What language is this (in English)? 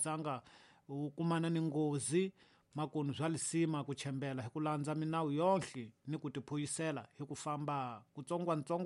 Tsonga